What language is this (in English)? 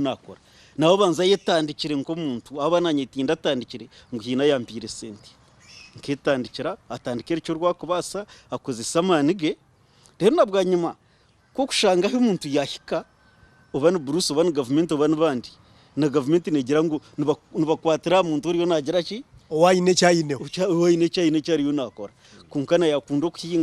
Nyankole